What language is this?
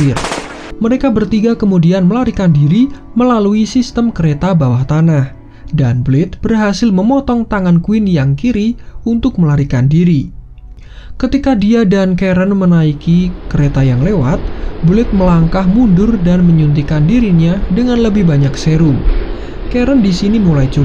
Indonesian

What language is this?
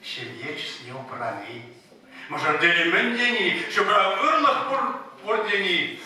Chuvash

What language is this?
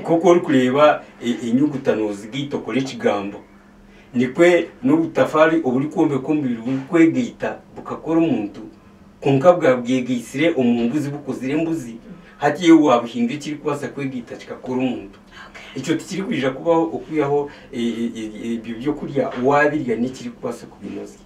Nyankole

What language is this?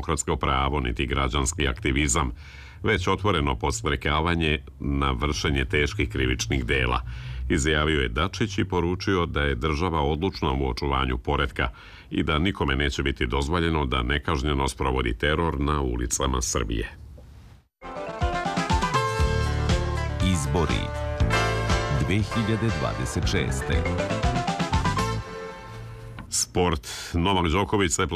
Serbian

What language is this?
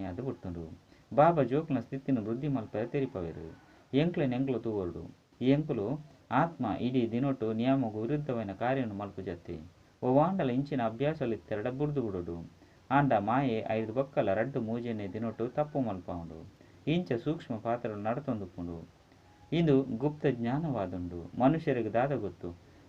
Tulu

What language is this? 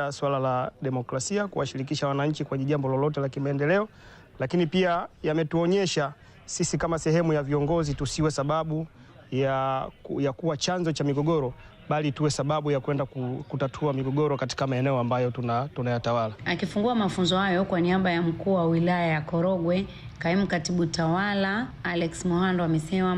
Swahili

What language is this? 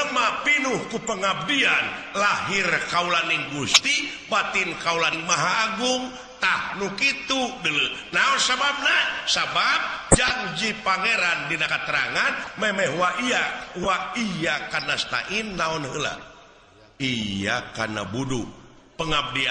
Sundanese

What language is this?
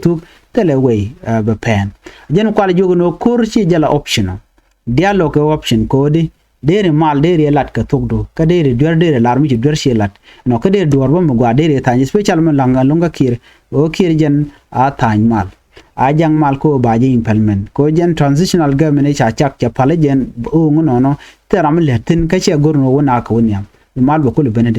Nuer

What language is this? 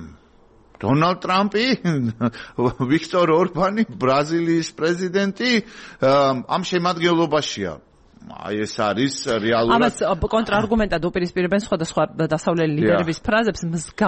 Georgian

